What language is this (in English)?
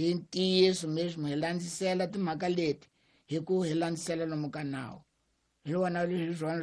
Tsonga